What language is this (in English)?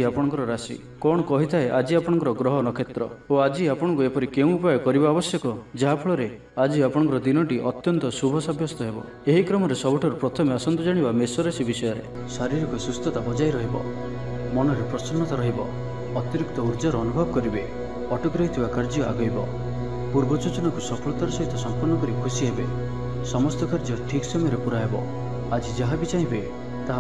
Odia